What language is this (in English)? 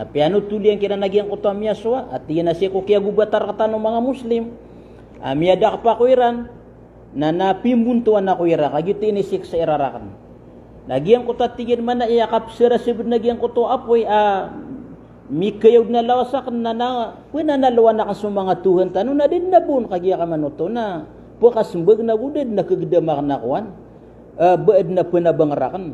Maranao